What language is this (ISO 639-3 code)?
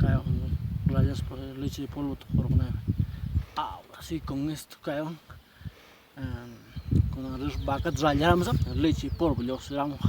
quy